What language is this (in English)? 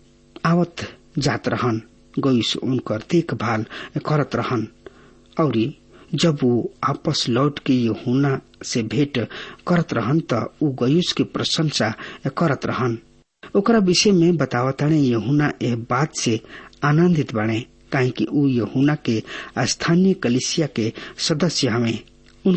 Bhojpuri